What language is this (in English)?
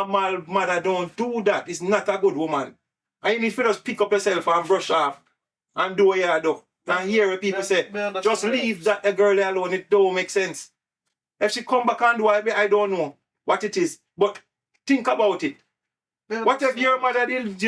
Jamaican Creole English